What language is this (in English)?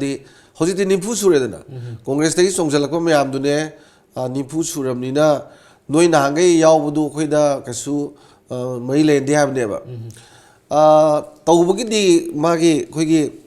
Manipuri